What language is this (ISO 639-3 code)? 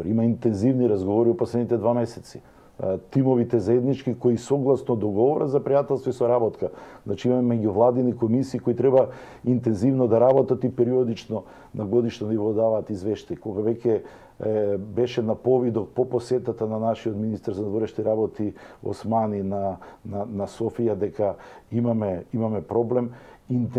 mkd